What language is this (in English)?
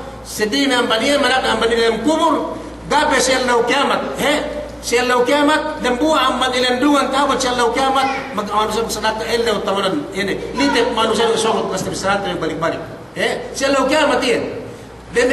Yakan